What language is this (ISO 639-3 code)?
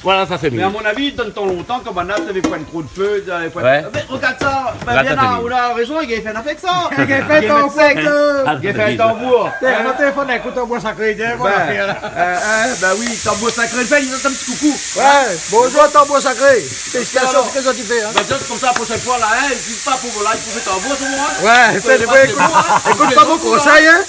rcf